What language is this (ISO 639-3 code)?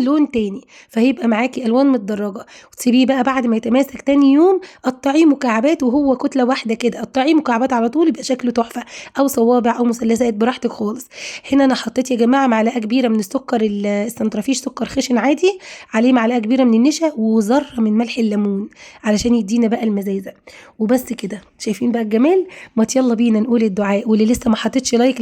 arz